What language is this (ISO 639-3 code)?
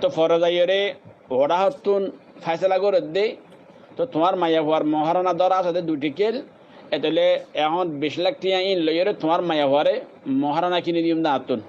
rhg